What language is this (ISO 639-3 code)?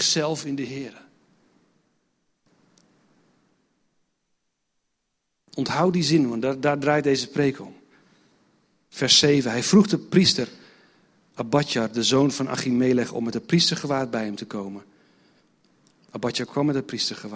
nld